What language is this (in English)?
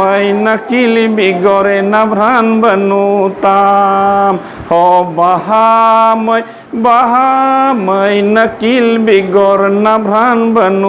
Santali